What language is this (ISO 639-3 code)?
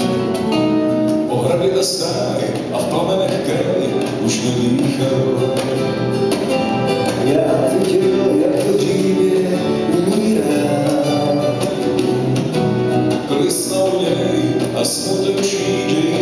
ces